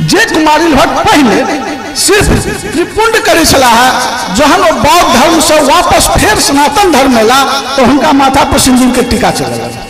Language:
Maithili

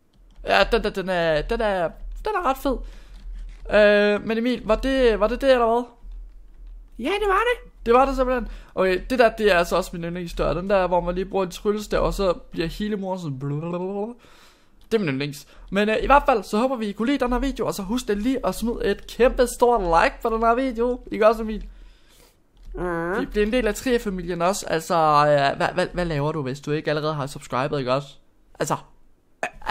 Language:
Danish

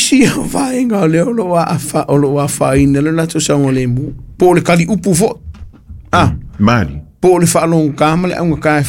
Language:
Samoan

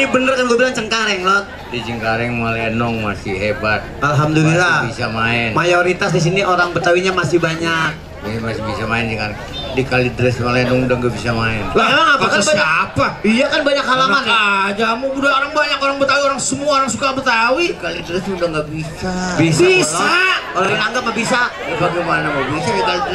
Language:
Betawi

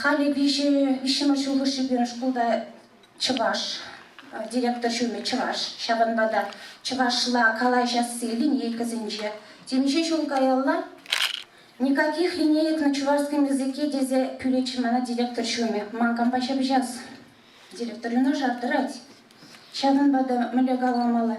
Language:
Chuvash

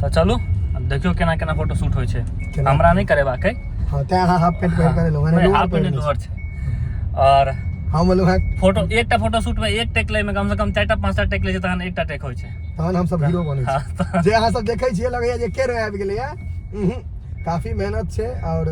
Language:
Maithili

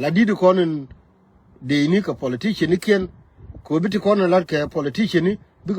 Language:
Nuer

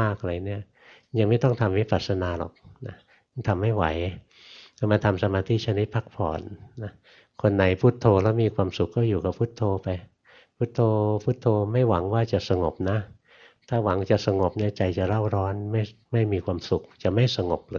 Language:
Thai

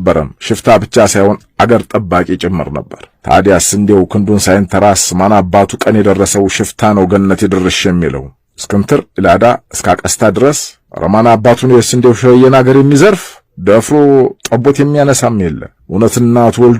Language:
Amharic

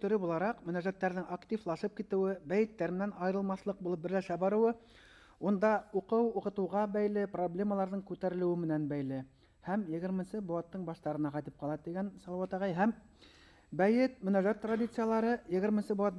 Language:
Bashkir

